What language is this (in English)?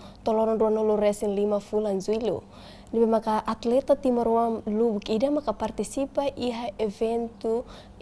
Tetum